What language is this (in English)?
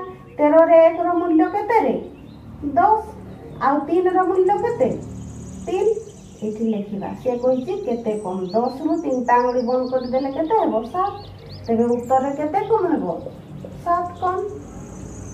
Odia